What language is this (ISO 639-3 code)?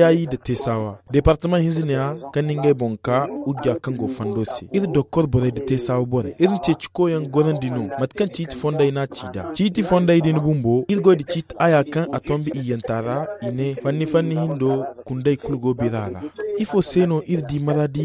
dje